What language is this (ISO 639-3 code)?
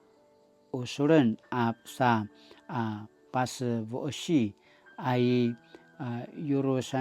pwn